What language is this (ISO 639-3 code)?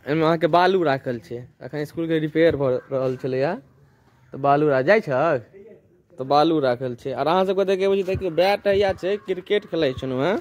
mai